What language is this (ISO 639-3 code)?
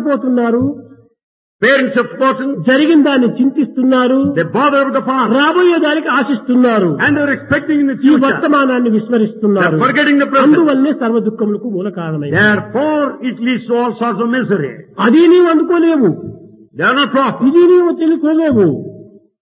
tel